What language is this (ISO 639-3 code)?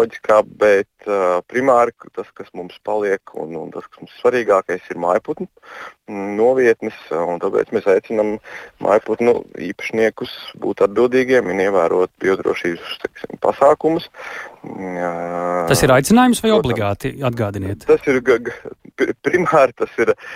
lav